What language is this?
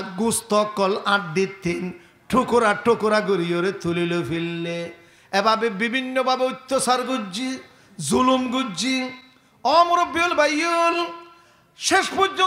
Rohingya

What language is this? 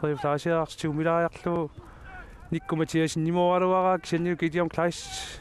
Kalaallisut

